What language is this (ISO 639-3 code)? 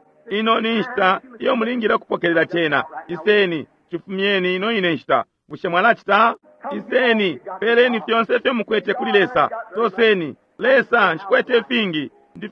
bem